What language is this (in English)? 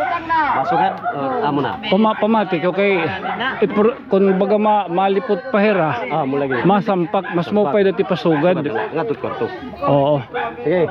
Waray